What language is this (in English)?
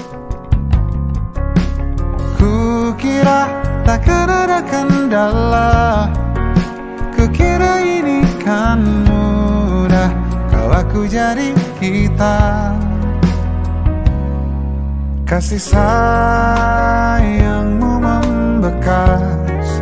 Indonesian